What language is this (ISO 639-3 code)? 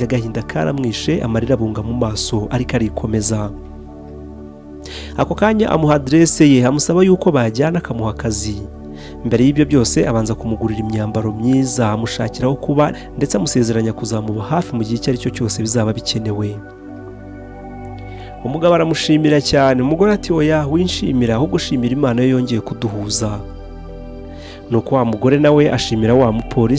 kin